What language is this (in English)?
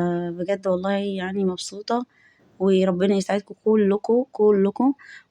Egyptian Arabic